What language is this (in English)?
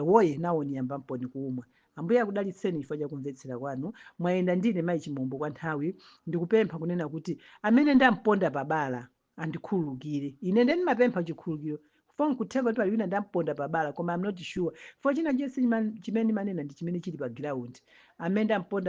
Nyanja